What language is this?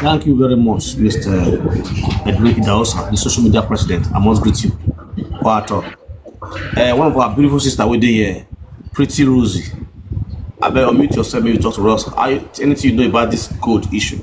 Nigerian Pidgin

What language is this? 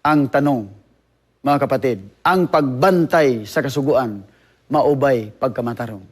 Cebuano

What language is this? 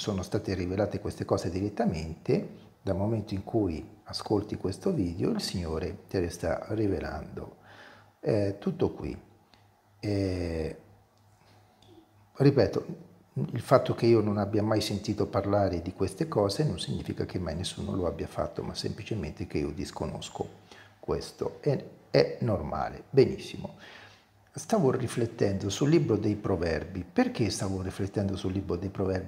Italian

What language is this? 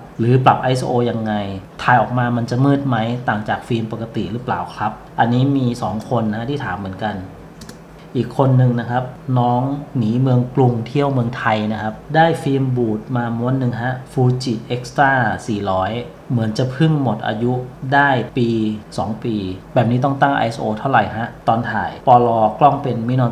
Thai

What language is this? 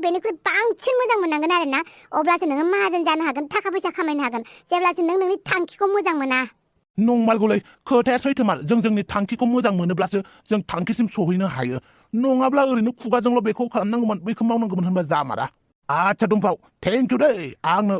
Bodo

